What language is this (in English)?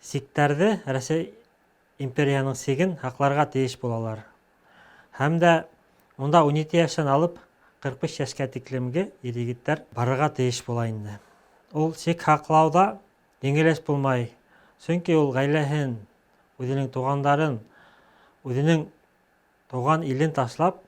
Bashkir